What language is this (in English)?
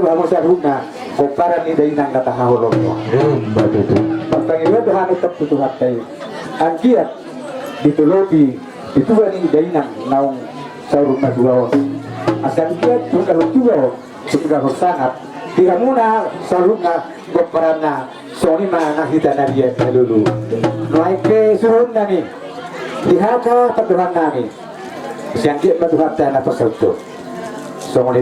Batak Toba